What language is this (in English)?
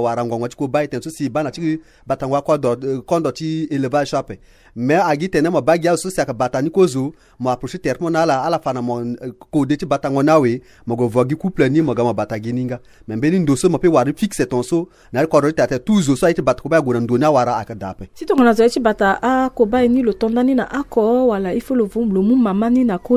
Sango